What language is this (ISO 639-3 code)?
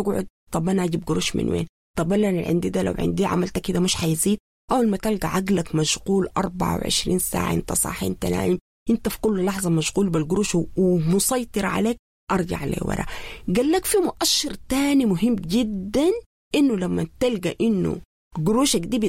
apd